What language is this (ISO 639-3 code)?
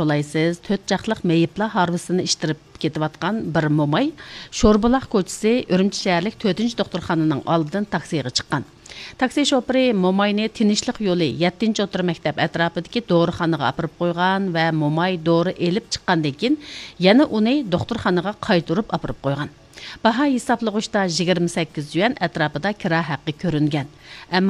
uig